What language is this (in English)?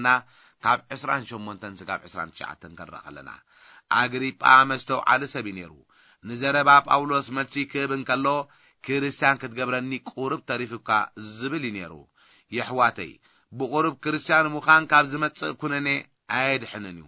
Tigrinya